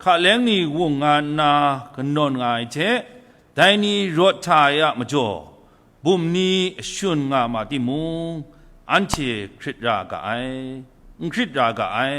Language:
Kachin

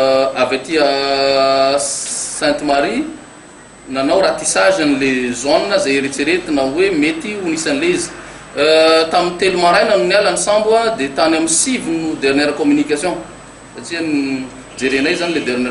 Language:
Malagasy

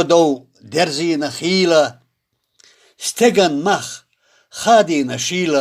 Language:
Chechen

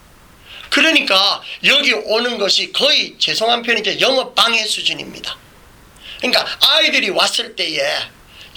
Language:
Korean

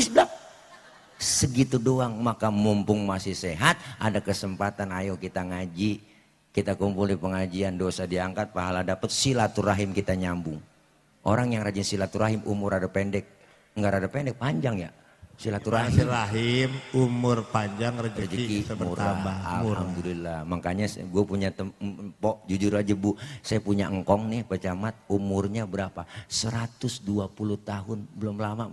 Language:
Betawi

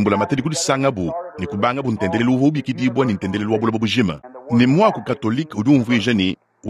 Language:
Luba-Lulua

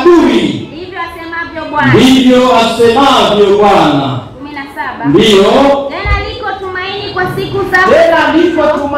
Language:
Swahili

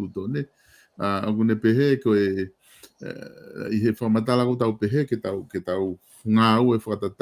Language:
Tongan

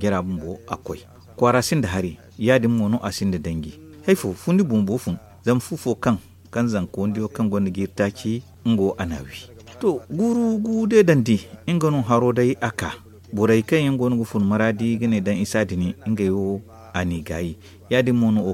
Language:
Zarma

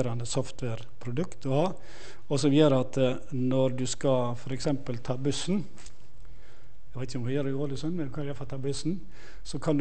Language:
Norwegian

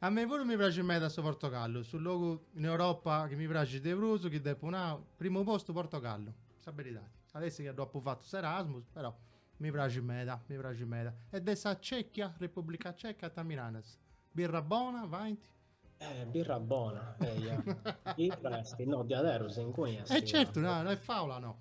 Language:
Sardinian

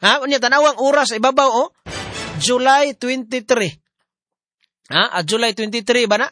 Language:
Cebuano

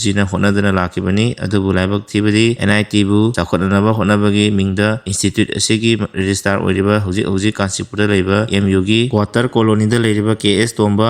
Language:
Manipuri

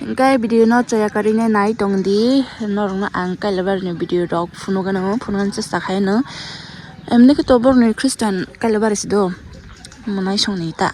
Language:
Kok Borok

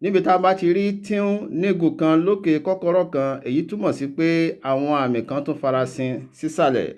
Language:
Yoruba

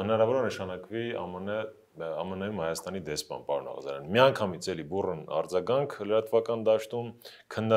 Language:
Armenian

